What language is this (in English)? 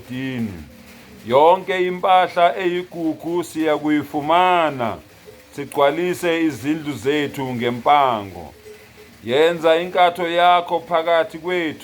Zulu